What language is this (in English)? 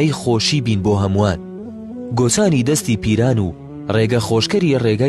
Central Kurdish